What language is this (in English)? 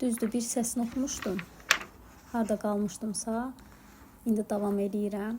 Azerbaijani